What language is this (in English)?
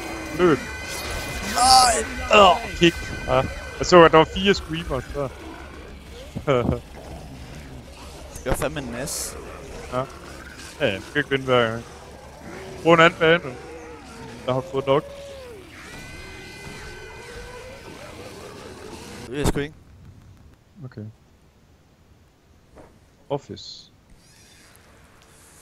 Danish